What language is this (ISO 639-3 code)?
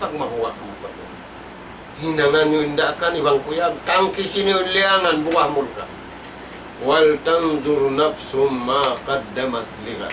tsg